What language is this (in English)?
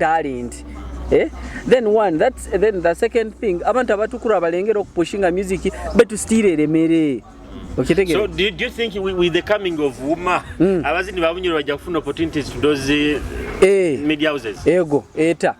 Nyoro